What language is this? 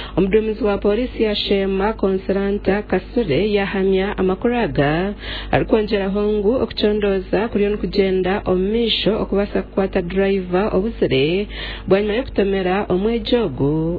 Nyankole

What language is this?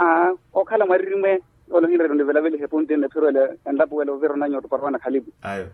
Makhuwa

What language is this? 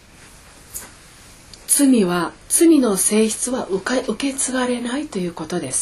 Japanese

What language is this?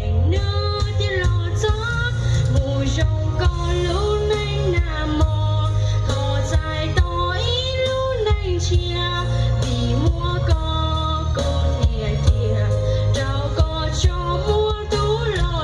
Hmong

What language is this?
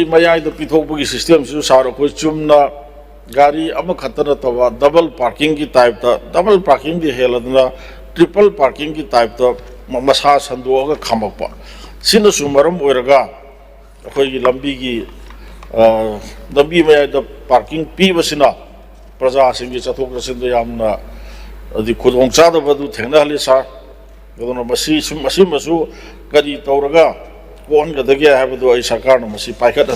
Manipuri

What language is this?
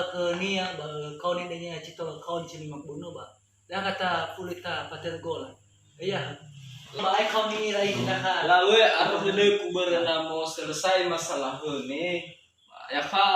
Nias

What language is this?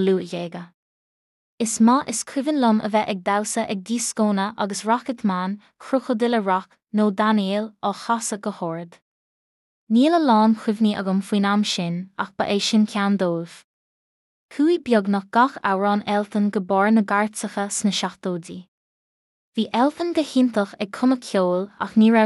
Irish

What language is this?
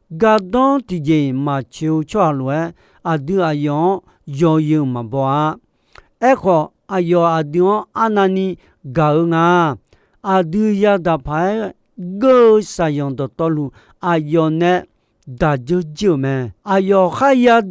Akha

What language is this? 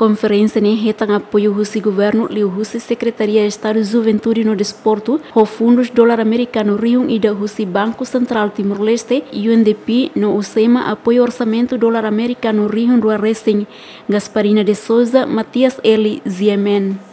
Tetum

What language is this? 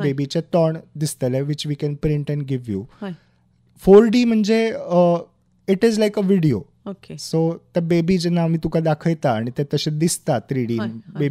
Konkani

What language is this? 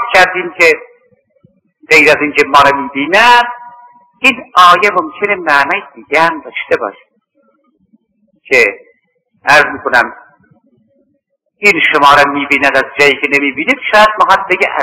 Persian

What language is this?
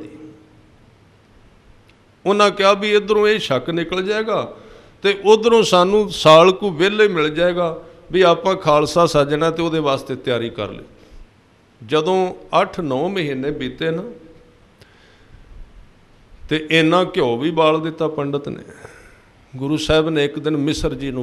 Punjabi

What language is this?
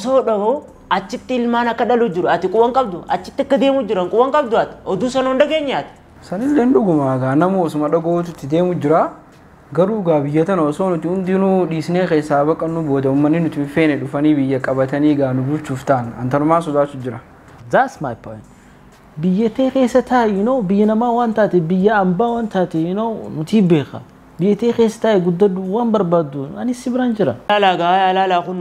Oromo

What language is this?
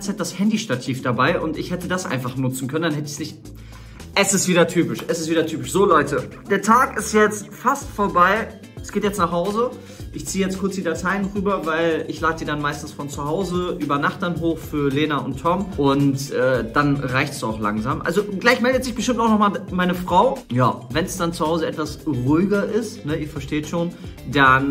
German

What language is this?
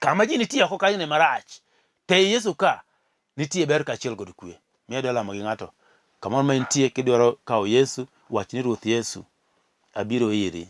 Luo (Kenya and Tanzania)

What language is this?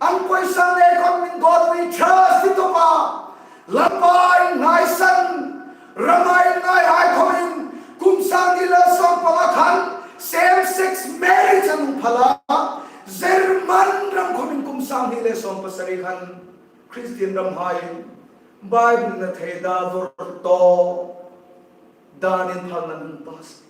Hmar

